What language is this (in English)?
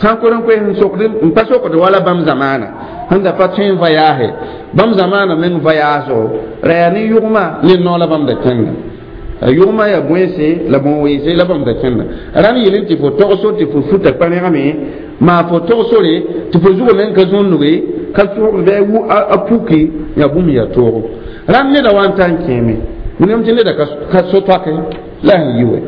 Mossi